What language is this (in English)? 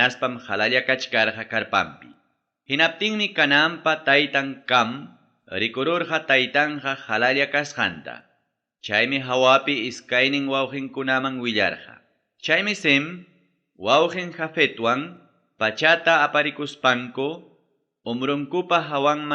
Ayacucho Quechua